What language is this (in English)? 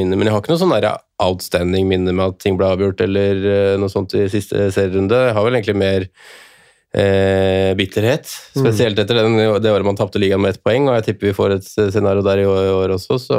Norwegian